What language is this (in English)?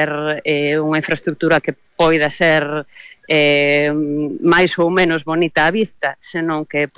Galician